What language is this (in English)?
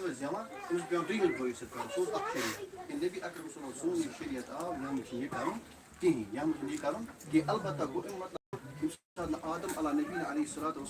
Kashmiri